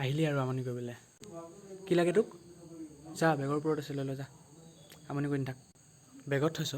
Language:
Assamese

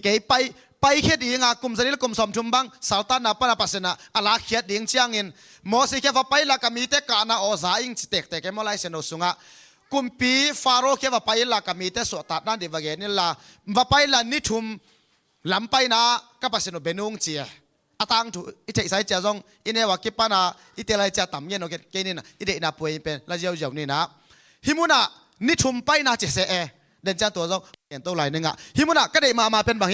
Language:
Tedim Chin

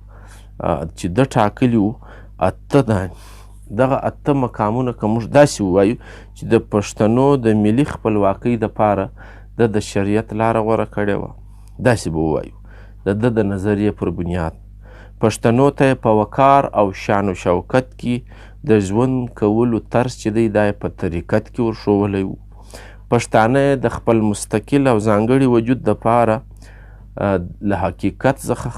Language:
Pashto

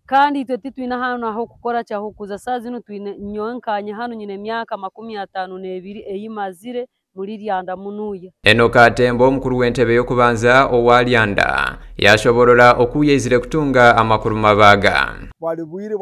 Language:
Nyankole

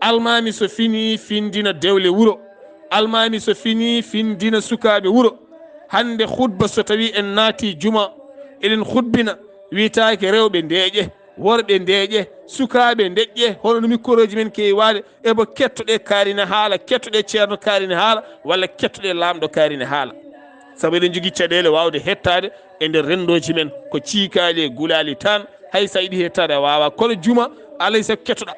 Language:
Fula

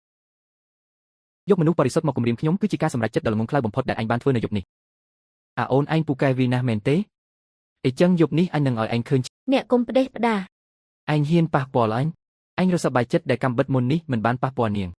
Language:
Khmer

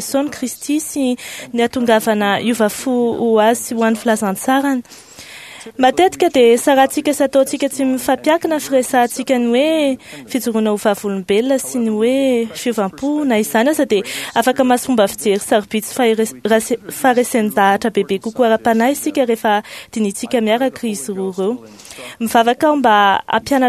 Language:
Malagasy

